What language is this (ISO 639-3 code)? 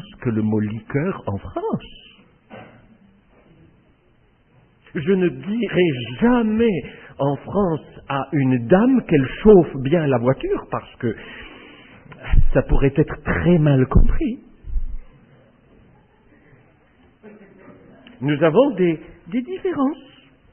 fra